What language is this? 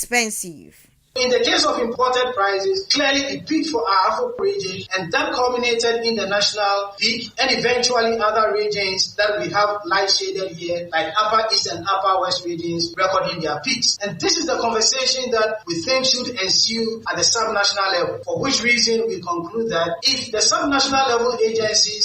Akan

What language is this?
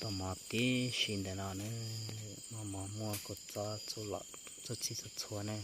Hmong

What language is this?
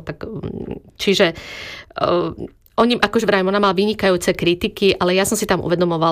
Slovak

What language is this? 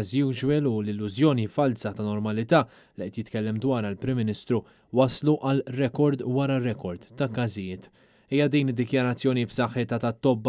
Maltese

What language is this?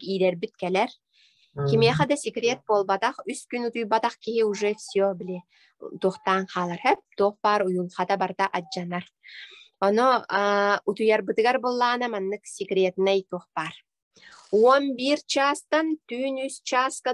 Yakut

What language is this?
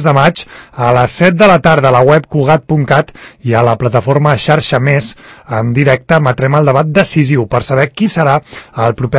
Catalan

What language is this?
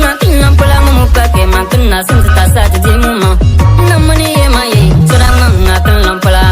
Bimoba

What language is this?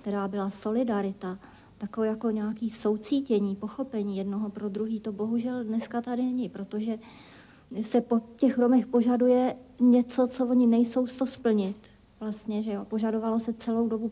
Czech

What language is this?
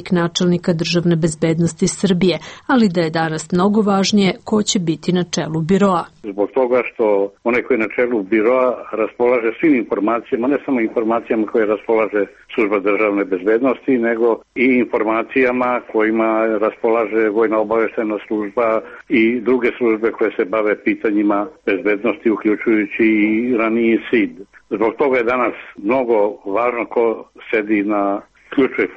Serbian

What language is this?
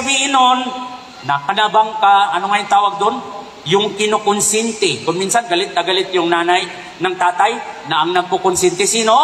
Maranao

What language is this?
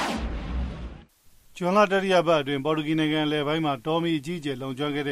Burmese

